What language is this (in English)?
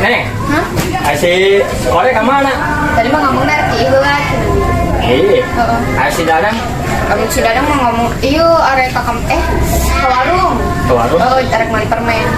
Sundanese